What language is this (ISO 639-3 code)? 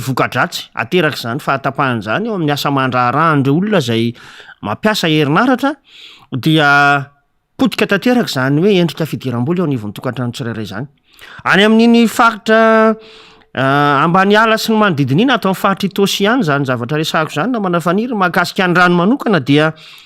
mlg